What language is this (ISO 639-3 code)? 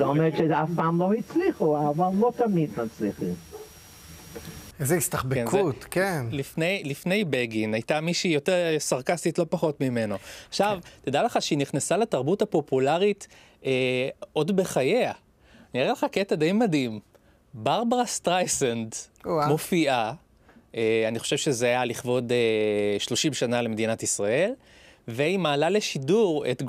heb